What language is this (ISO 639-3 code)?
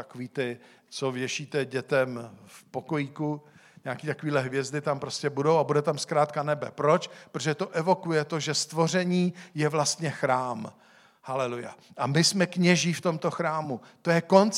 ces